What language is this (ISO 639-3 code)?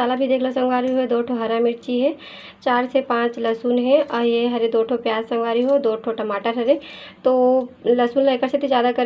hne